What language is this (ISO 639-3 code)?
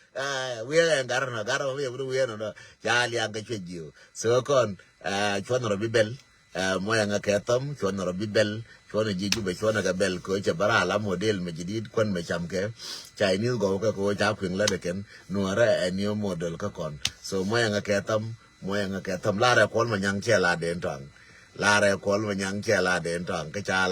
nus